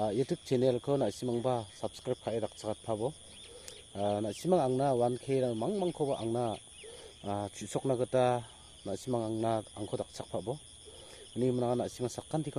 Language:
Garo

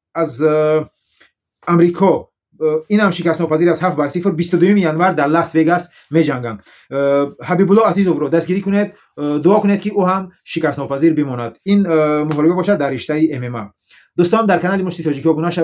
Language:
Tajik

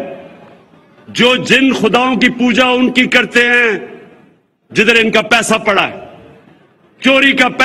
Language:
Urdu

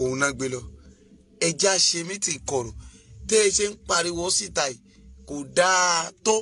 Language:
Yoruba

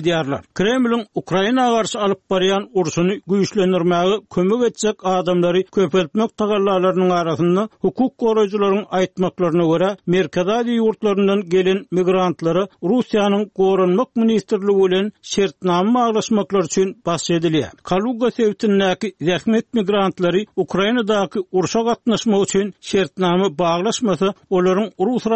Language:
Turkmen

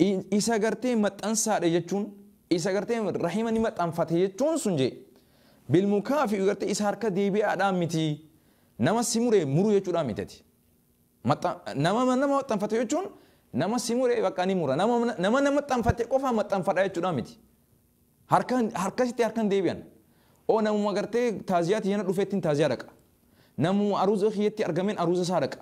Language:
Oromo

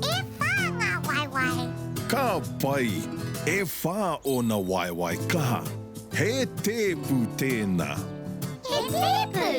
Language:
Māori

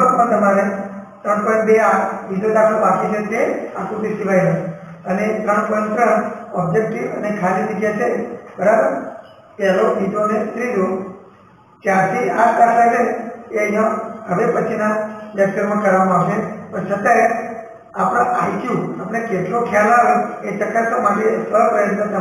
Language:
Gujarati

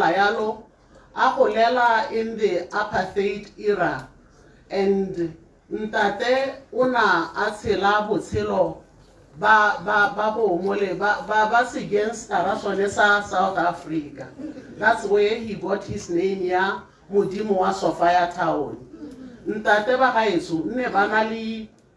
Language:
Tswana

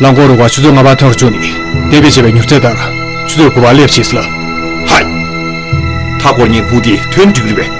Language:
Tibetan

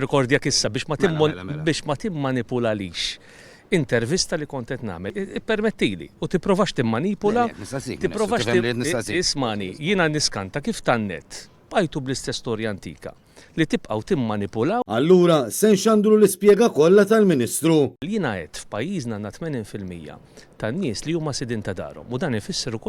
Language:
Maltese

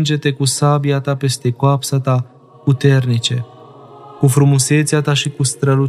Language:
Romanian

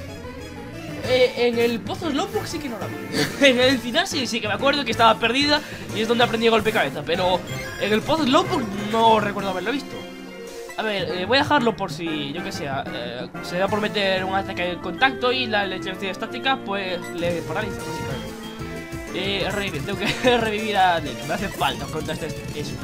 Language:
Spanish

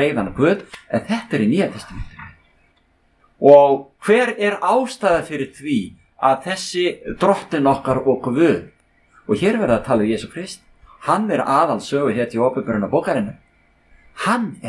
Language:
Icelandic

